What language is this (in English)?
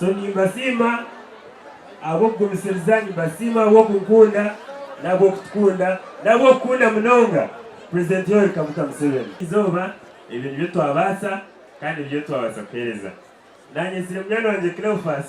Nyankole